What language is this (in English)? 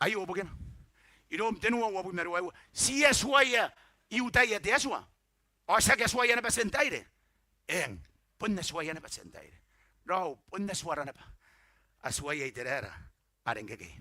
Gilbertese